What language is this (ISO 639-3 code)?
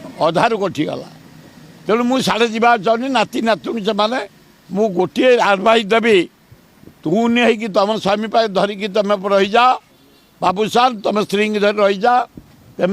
ori